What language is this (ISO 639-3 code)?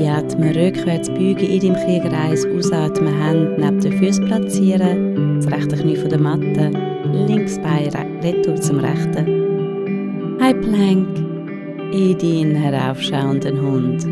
gsw